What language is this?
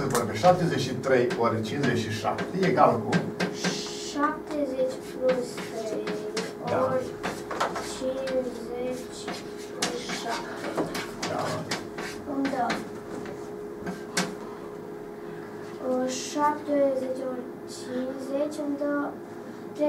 Romanian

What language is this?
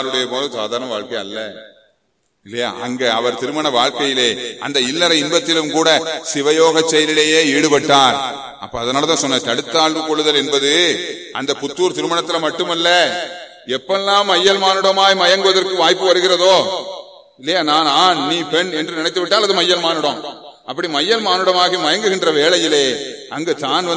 Tamil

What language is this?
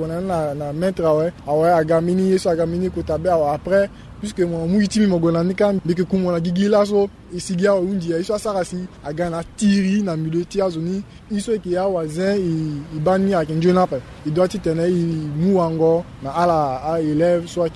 Sango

